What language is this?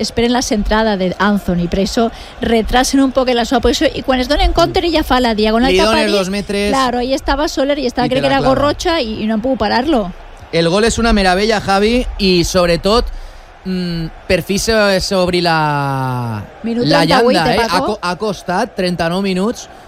Catalan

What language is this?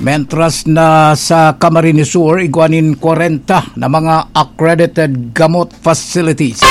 Bikol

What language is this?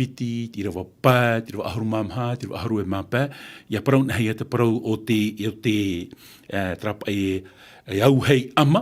Tahitian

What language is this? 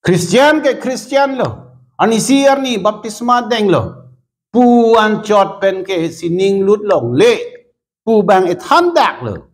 Karbi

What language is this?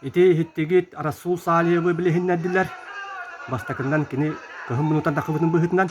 Yakut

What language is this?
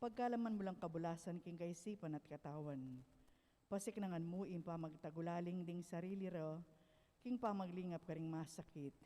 Pampanga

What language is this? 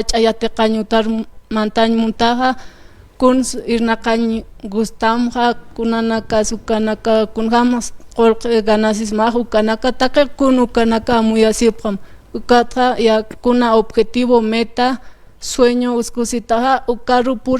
Aymara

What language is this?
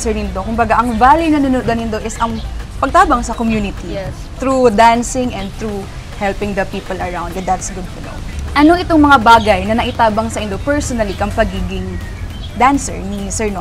Bikol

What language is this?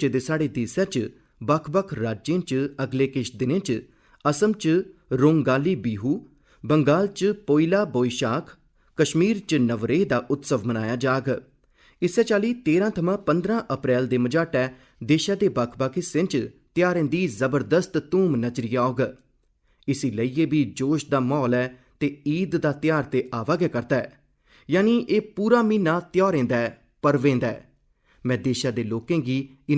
Dogri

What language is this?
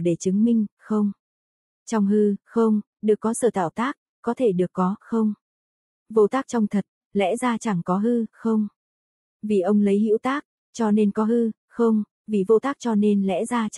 Vietnamese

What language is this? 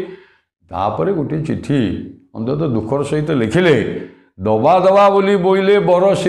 Odia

